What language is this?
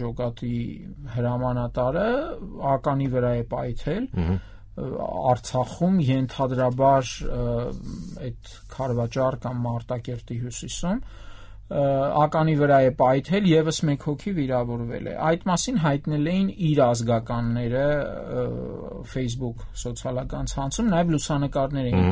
Armenian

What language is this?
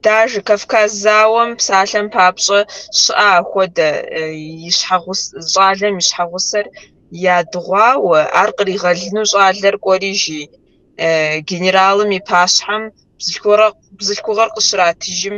Kabardian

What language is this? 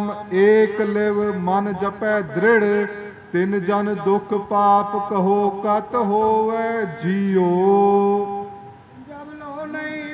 Punjabi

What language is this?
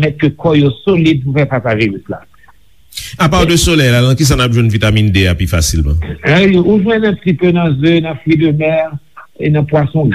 Haitian Creole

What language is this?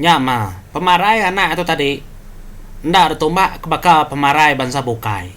Iban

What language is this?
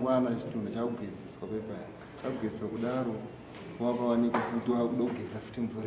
Shona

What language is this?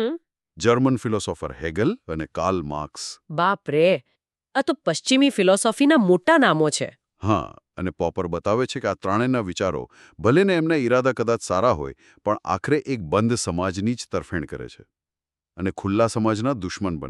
Gujarati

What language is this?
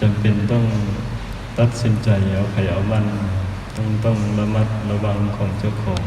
Lao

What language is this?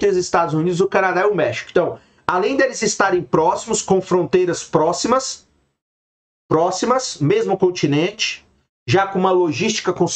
Portuguese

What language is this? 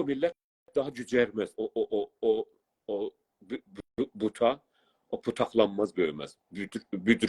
South Azerbaijani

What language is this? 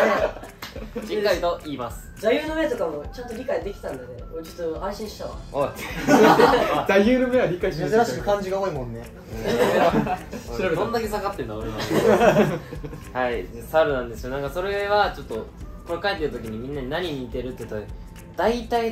Japanese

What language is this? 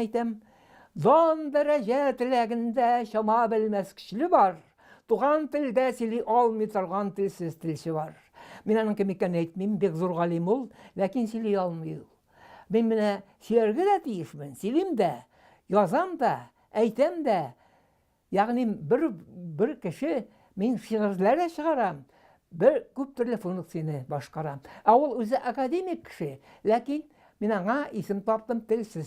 Tatar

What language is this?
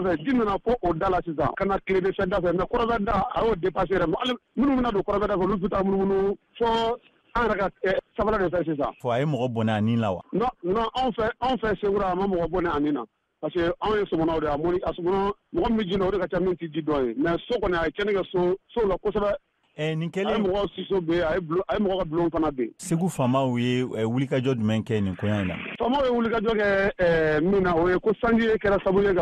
Bambara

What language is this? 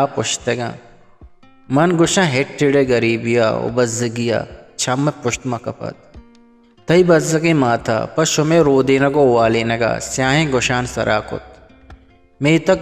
Eastern Balochi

